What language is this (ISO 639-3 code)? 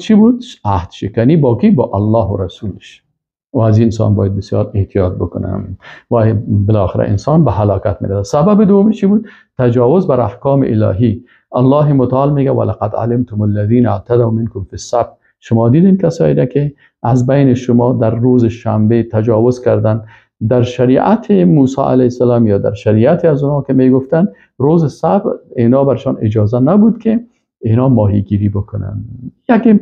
fas